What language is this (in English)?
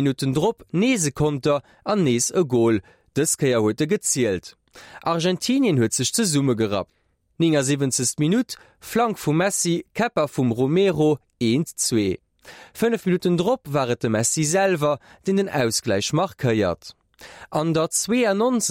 Luxembourgish